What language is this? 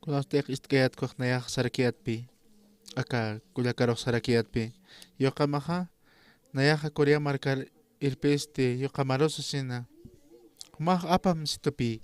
Aymara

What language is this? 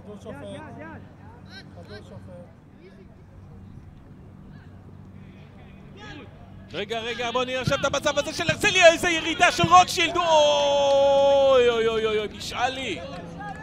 Hebrew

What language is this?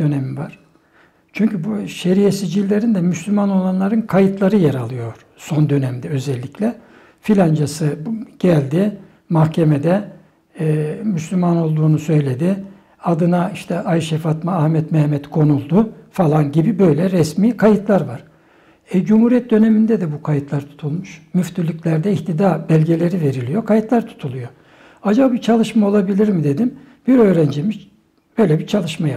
Turkish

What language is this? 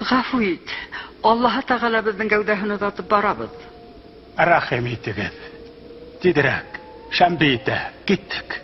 Bashkir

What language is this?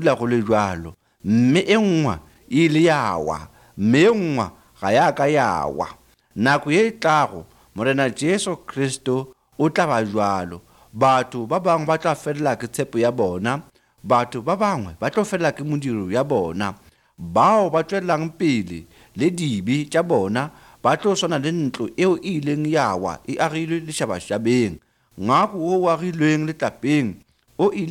Northern Sotho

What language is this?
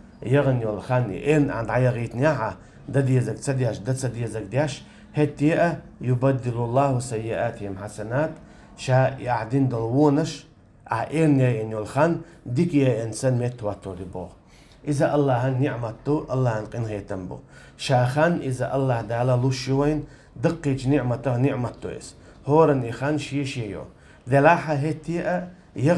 Chechen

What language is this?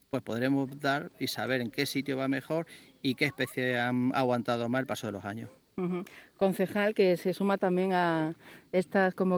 Spanish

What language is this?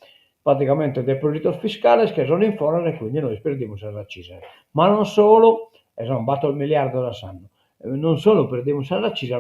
Sardinian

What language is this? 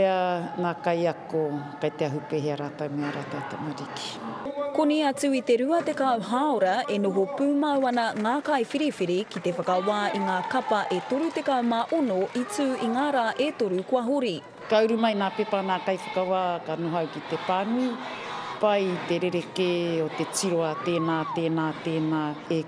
Māori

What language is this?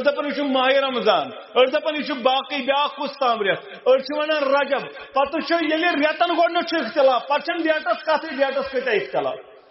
Kashmiri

